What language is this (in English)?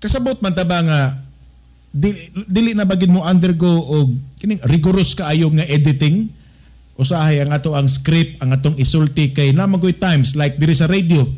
Cebuano